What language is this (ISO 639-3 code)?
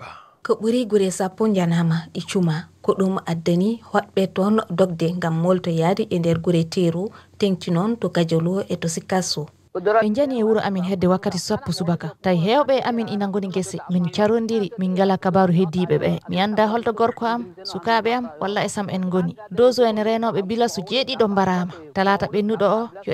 ful